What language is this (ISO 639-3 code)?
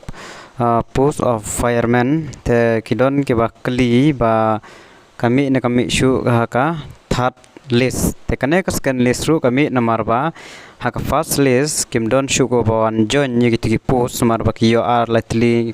kha